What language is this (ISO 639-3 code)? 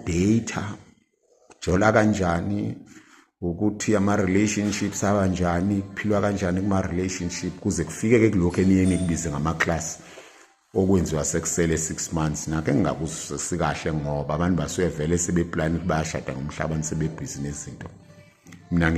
zul